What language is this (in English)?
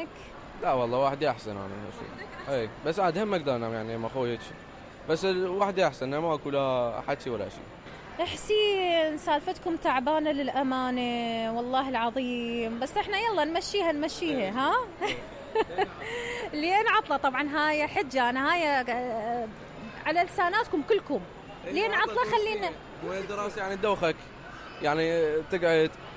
Mesopotamian Arabic